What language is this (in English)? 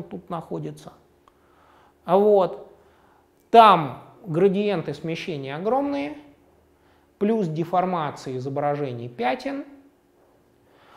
Russian